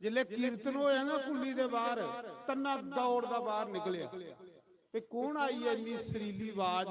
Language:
Dogri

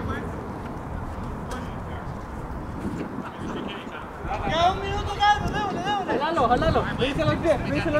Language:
Romanian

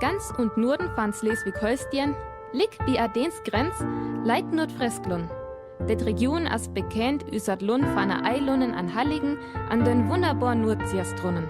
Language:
Northern Frisian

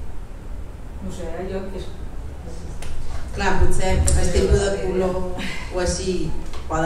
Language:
Catalan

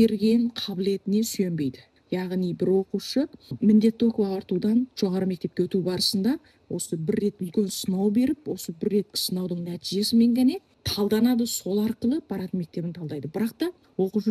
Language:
Kazakh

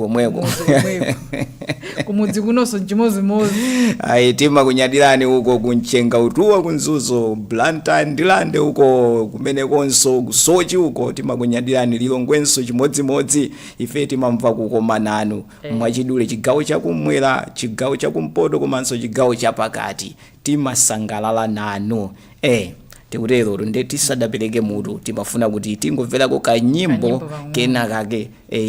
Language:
Nyanja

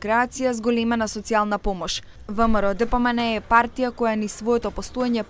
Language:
Macedonian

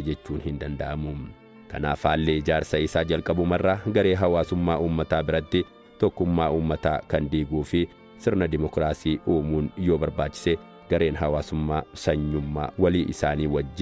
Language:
Oromo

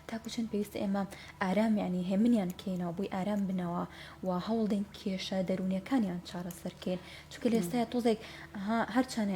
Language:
Central Kurdish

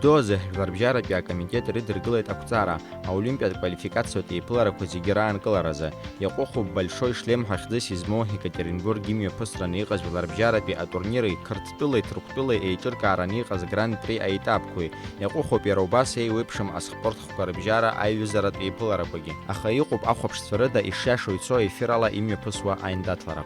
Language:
Abkhazian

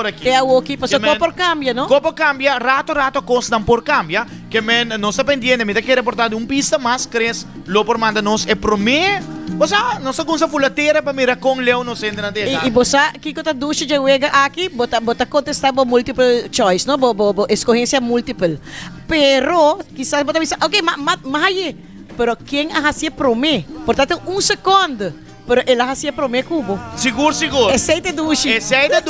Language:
Papiamento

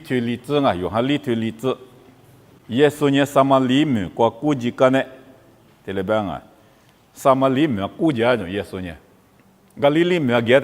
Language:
Lisu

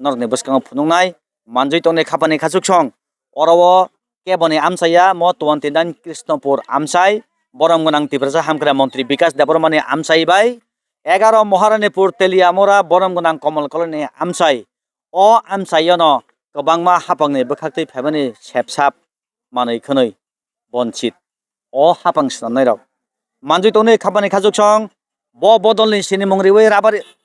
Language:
Kok Borok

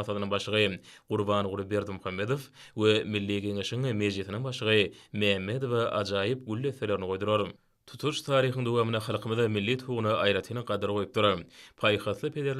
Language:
Turkmen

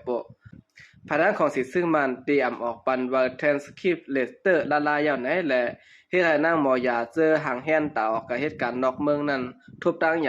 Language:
Shan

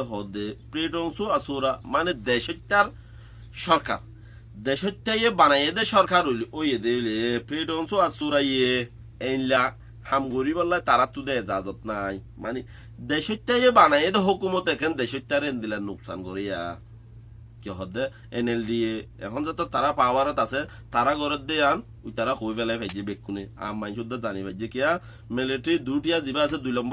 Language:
Rohingya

